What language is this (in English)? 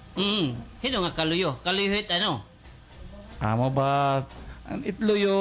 Waray